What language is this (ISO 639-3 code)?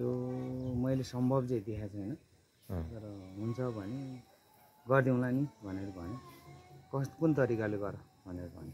nep